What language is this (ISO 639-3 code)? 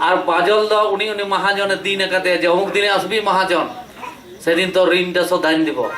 sat